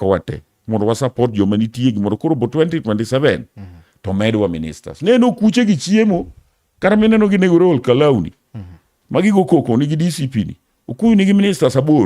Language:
Luo (Kenya and Tanzania)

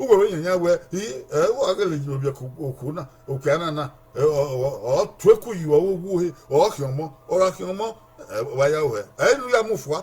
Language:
Bini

